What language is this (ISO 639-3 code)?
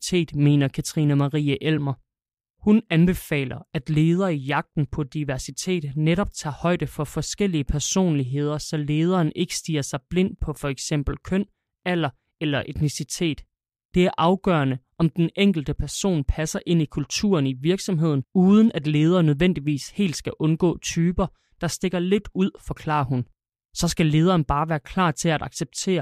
dan